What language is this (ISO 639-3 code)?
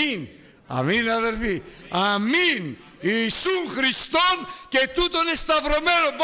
ell